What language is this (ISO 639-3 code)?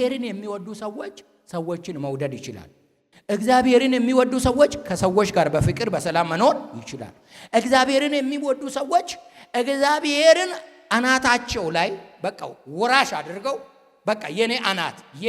amh